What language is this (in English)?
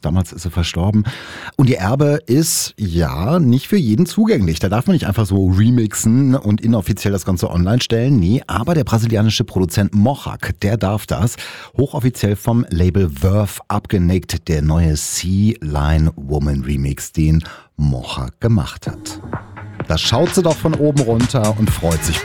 German